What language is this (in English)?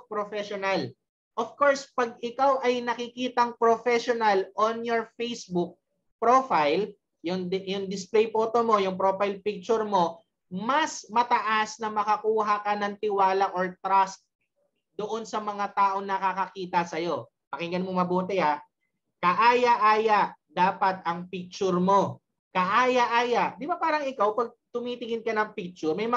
Filipino